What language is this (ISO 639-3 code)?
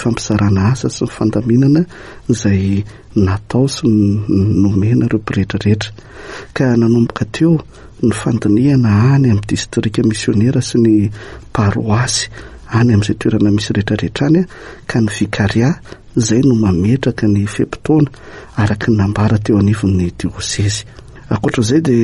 mlg